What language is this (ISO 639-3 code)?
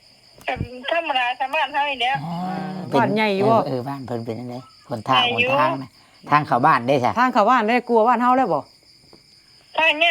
tts